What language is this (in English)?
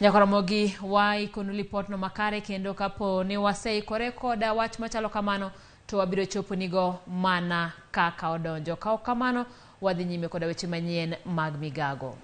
Luo (Kenya and Tanzania)